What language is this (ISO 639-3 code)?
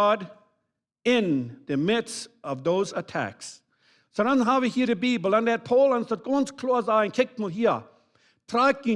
pdt